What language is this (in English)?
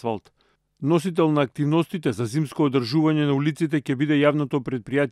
Macedonian